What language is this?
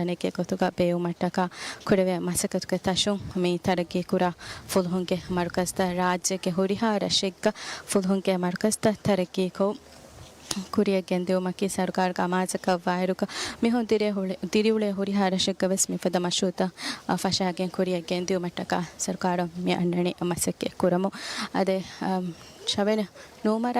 Divehi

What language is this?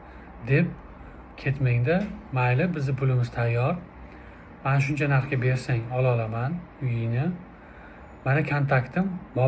Uzbek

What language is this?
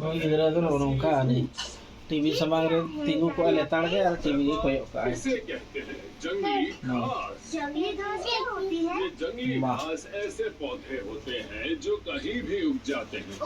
Santali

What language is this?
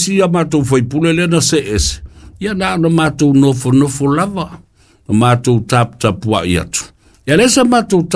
Samoan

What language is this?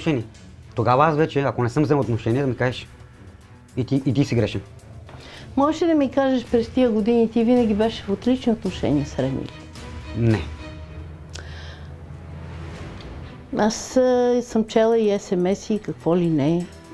Bulgarian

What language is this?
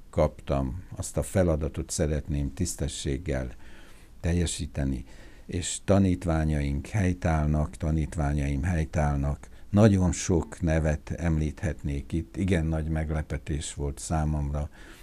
Hungarian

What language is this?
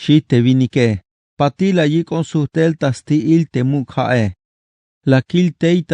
Tzeltal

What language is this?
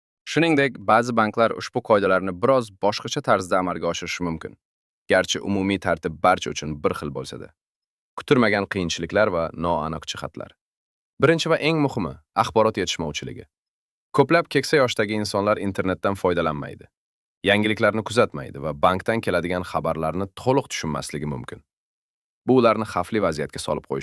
Uzbek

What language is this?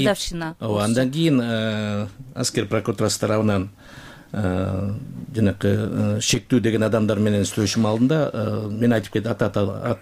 Kyrgyz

